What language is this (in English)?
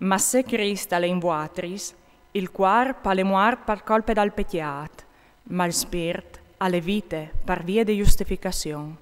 Friulian